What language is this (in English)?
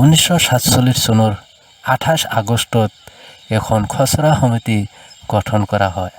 Assamese